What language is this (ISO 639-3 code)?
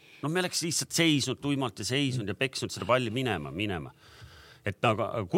est